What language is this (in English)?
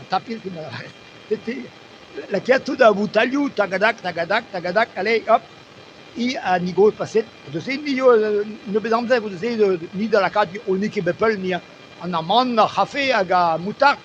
Breton